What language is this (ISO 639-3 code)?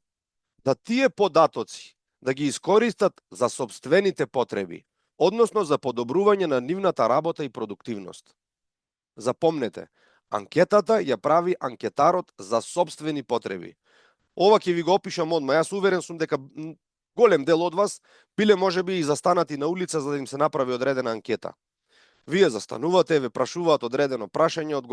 mkd